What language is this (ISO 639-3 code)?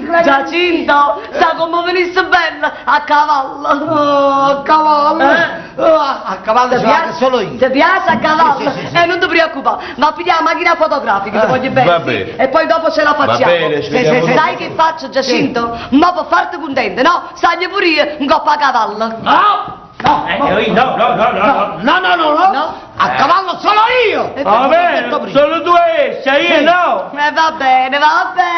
nap